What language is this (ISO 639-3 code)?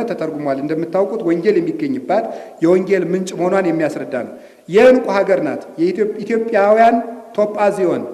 amh